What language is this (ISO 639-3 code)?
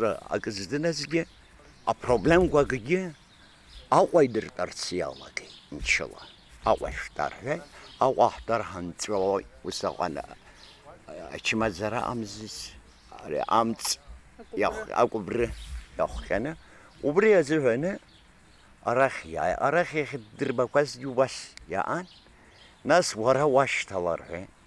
abk